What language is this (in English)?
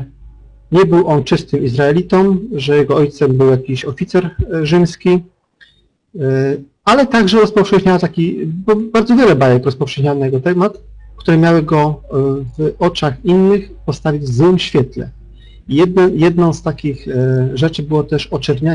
Polish